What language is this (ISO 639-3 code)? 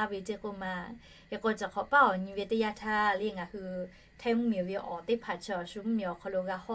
lhu